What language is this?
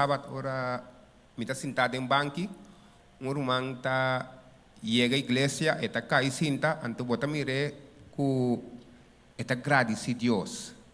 Papiamento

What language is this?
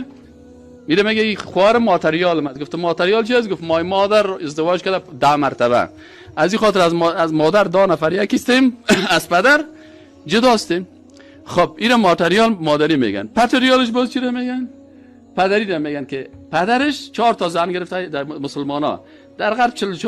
Persian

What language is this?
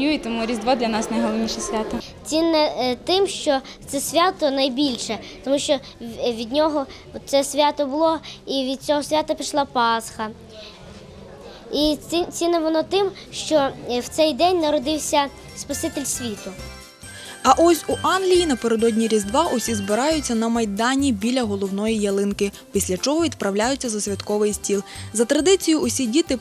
Ukrainian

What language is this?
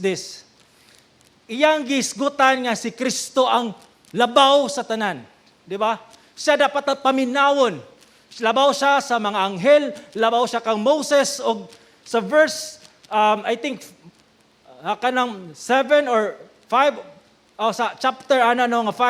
Cebuano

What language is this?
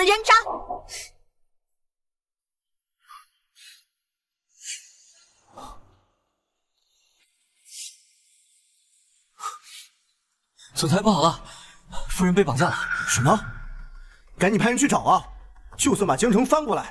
Chinese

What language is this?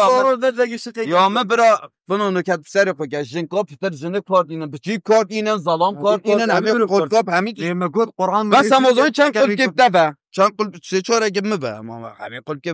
Kurdish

